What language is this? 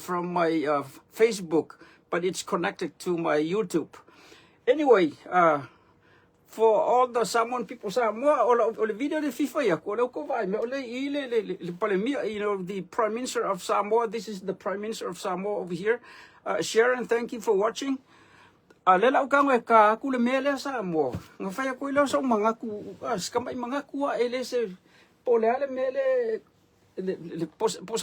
Samoan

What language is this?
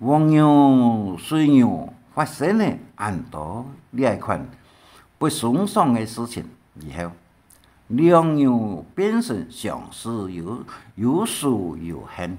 Hakka Chinese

